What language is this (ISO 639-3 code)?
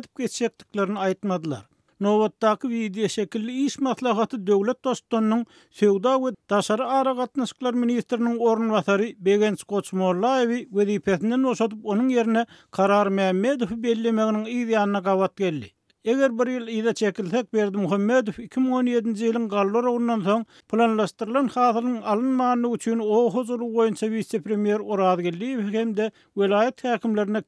tuk